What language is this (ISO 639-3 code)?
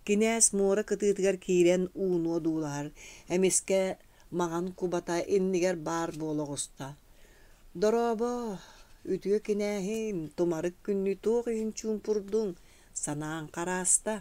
sah